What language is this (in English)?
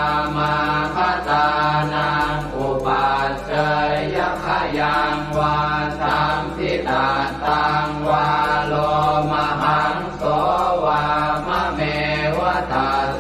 Pali